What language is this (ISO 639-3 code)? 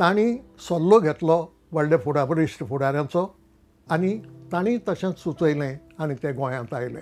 kok